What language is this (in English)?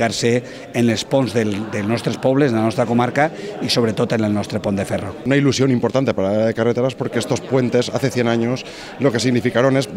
Catalan